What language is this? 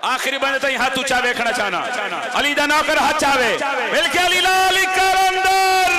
Pahari-Potwari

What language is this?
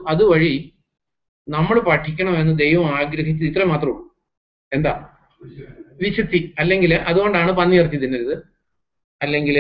Malayalam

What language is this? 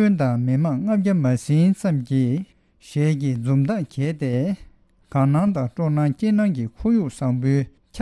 Tibetan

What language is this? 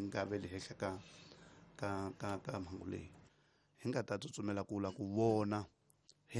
Tsonga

